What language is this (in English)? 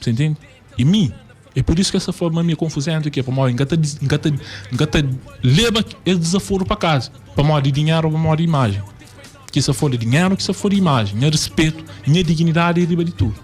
Kabuverdianu